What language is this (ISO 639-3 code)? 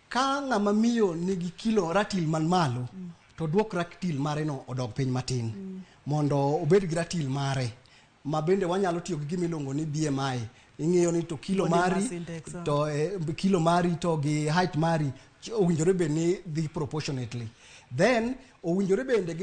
luo